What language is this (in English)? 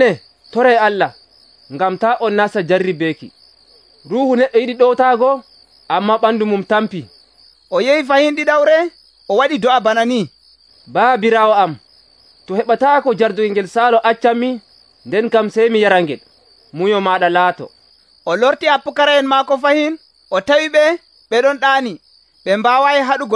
Nigerian Fulfulde